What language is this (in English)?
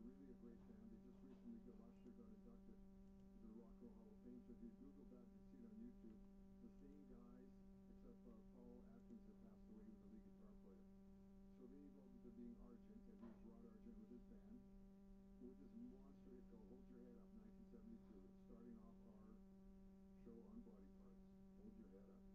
English